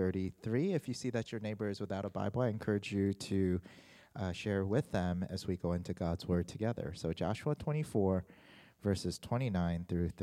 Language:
English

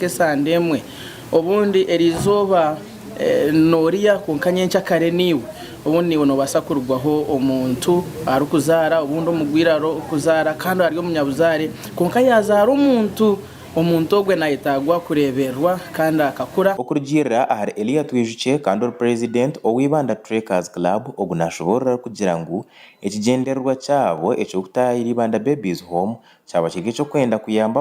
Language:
Nyankole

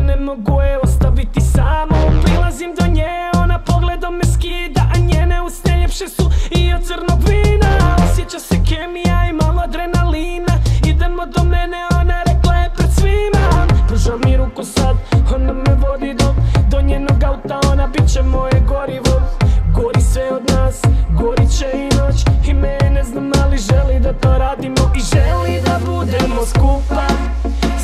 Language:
Croatian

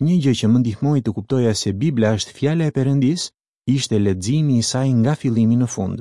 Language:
Albanian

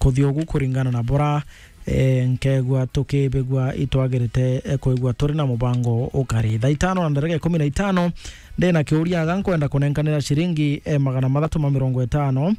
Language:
Meru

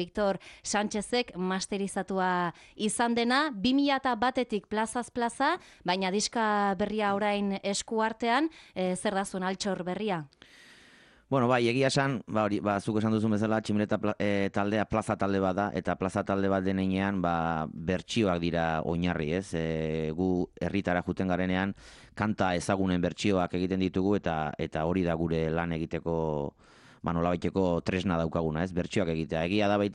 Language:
Basque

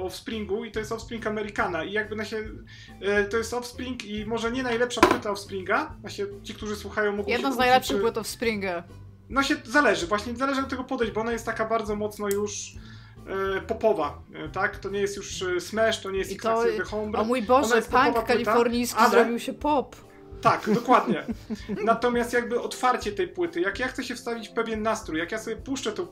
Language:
Polish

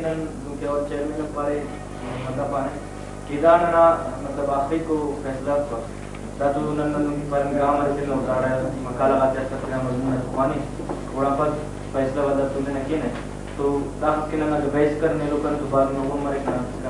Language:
Brahui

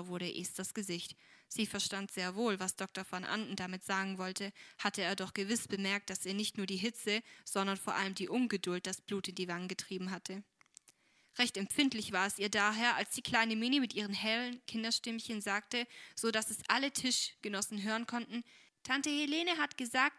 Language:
German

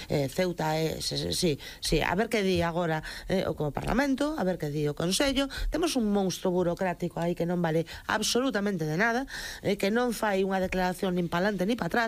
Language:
Galician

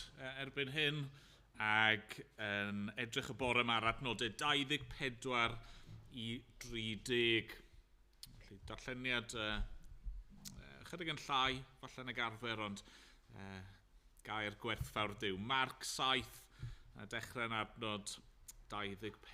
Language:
Welsh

